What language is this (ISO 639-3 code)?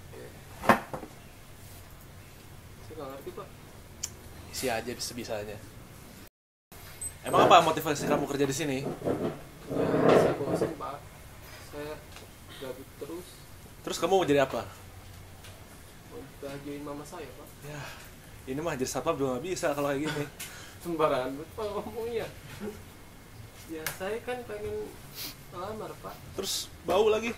ind